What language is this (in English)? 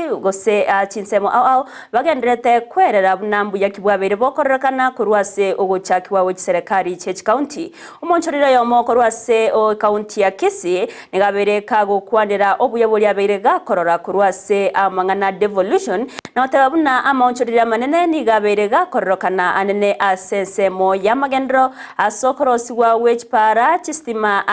Gusii